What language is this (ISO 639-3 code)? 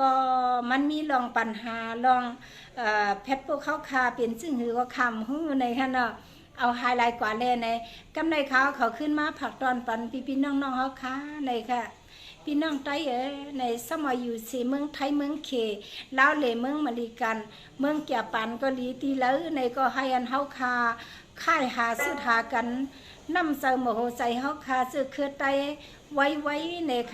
shn